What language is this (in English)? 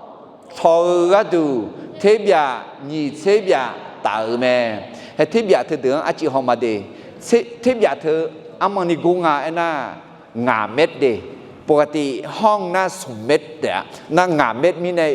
Akha